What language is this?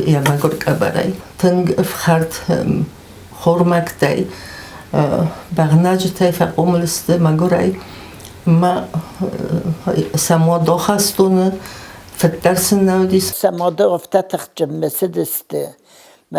Ossetic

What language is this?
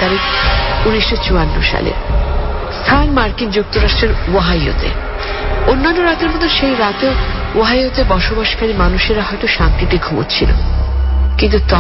Bangla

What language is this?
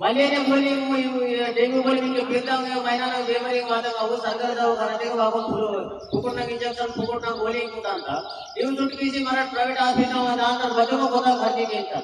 Aheri Gondi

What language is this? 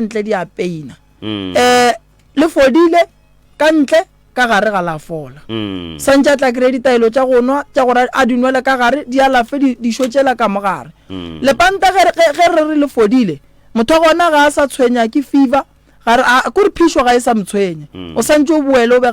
Northern Sotho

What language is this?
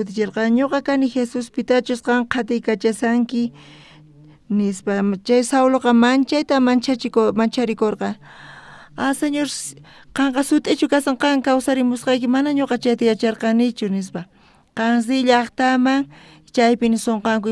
South Bolivian Quechua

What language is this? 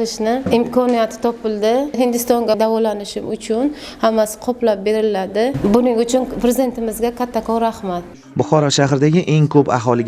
Uzbek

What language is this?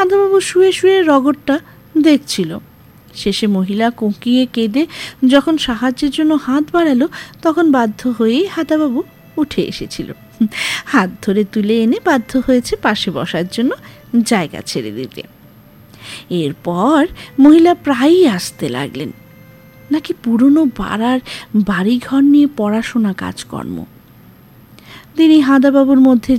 Bangla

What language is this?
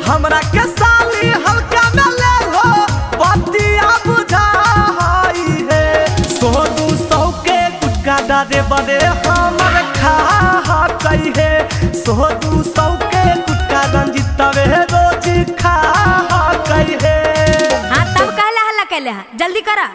Magahi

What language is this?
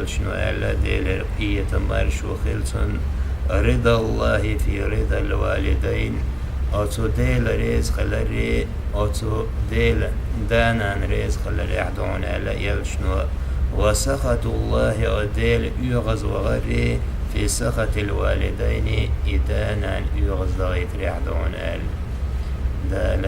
Chechen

